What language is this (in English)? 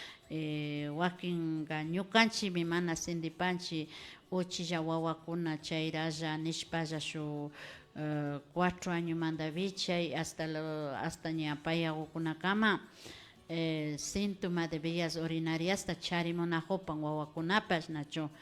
Imbabura Highland Quichua